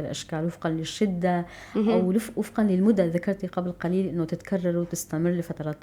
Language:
North Levantine Arabic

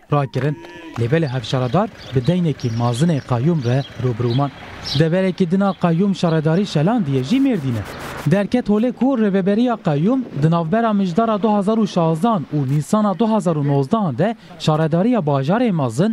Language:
Kurdish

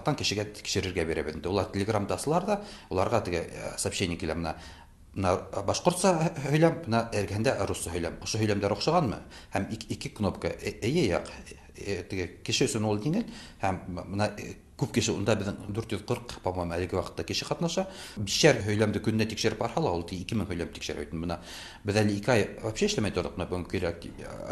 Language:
Tatar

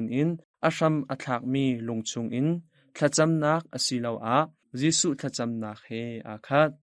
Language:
Hakha Chin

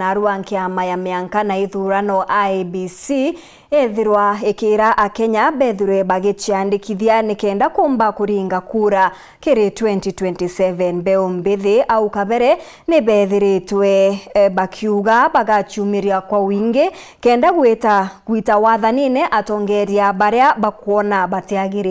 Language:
Meru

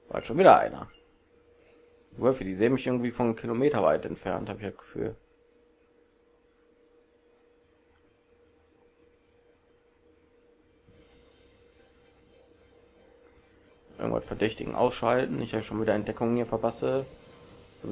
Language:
German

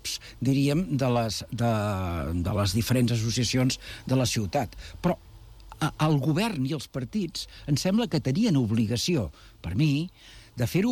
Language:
Catalan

